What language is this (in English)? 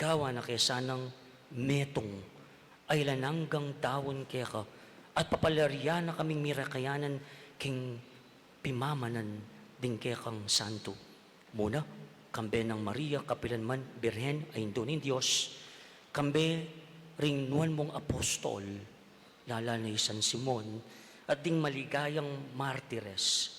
Pampanga